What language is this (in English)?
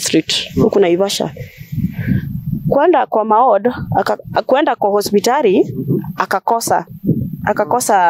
Swahili